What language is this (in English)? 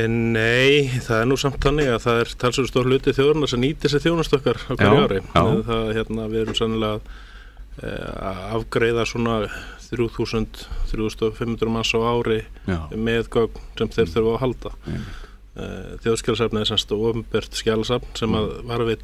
Icelandic